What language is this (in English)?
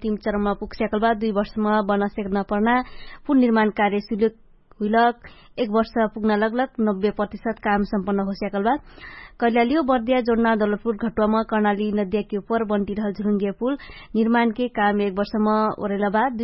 Dangaura Tharu